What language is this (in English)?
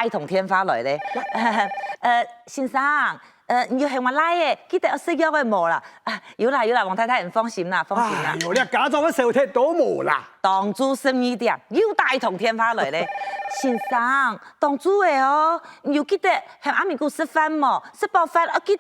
Hakka Chinese